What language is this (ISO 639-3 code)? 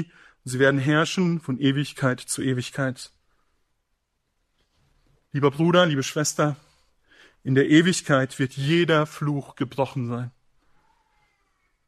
deu